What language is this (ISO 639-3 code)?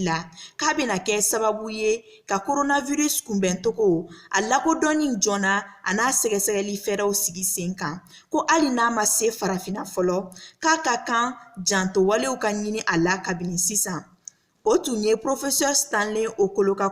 bam